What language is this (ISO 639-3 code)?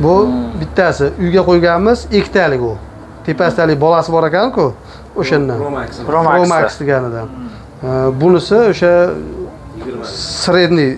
uzb